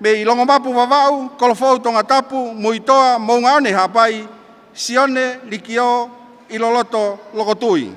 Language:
Tongan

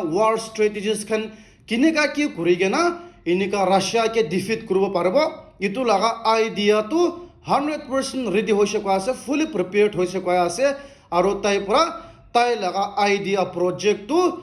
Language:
Naga Pidgin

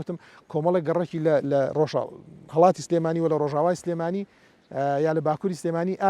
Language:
Central Kurdish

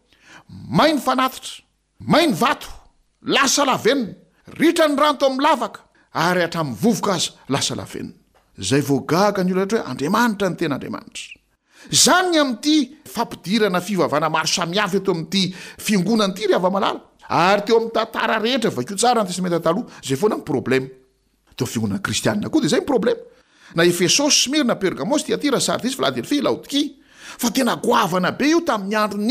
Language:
Malagasy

